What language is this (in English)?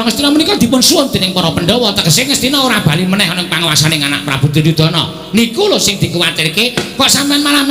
Javanese